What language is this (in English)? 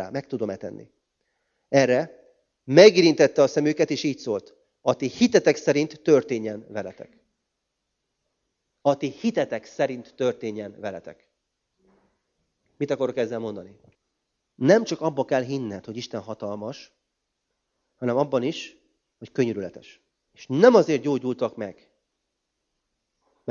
Hungarian